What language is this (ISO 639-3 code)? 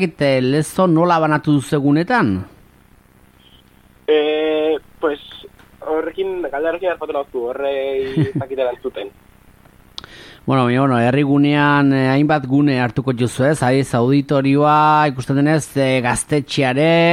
eus